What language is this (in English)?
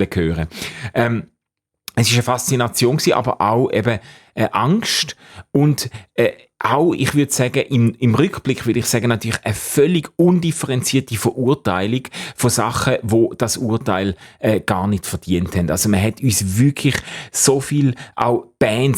Swiss German